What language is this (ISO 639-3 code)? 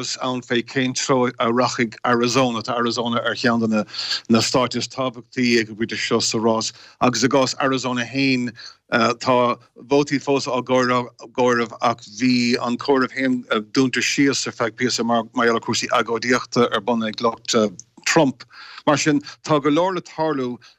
gle